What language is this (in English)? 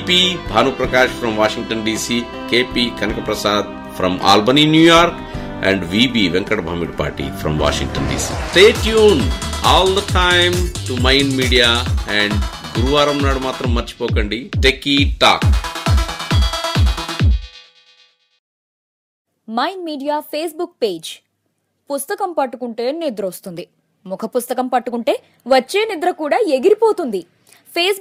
Telugu